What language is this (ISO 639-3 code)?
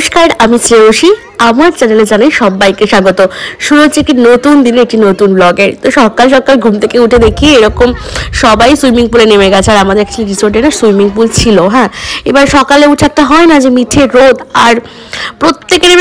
ben